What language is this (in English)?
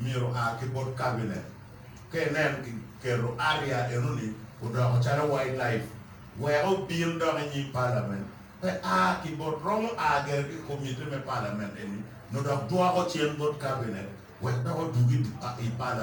Acoli